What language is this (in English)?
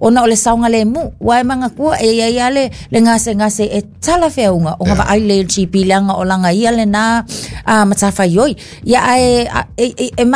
Samoan